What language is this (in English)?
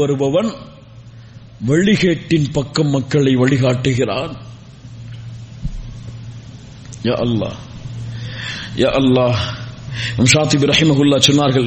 Tamil